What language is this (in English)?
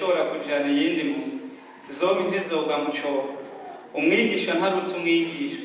Rundi